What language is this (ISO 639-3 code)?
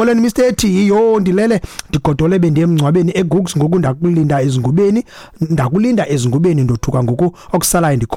xho